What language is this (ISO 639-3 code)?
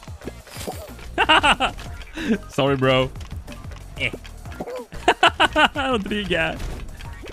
swe